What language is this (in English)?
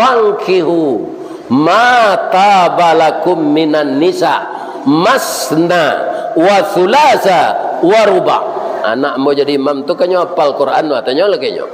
Minangkabau